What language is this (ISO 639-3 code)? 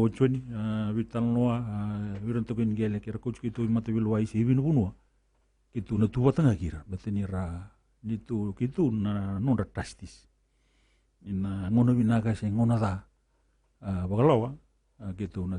fij